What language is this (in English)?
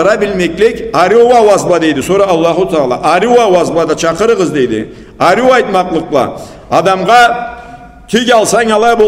Karachay-Balkar